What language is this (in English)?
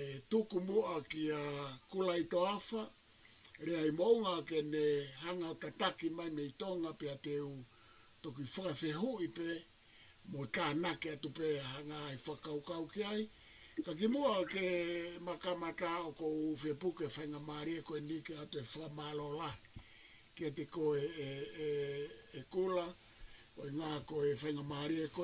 Tongan